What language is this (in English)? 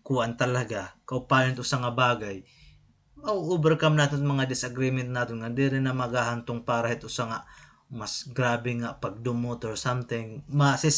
Waray